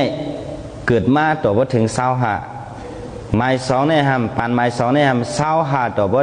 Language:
Shan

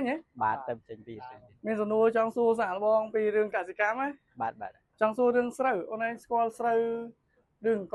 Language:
Khmer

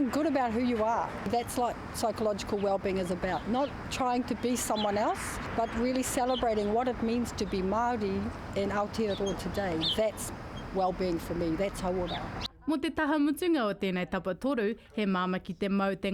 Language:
Māori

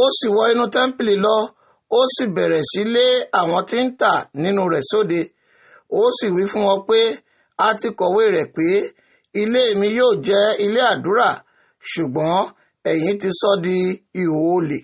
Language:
Yoruba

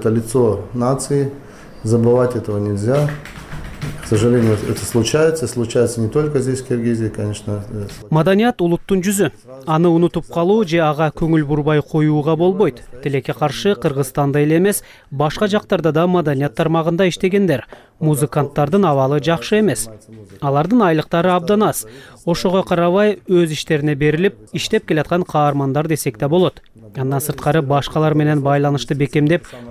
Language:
Kyrgyz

